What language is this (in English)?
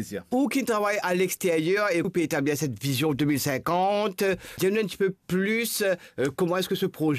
Morisyen